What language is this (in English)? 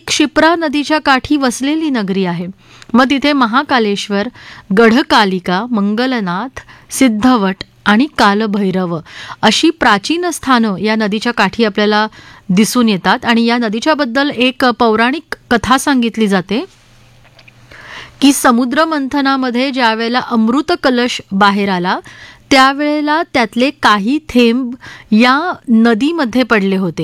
Marathi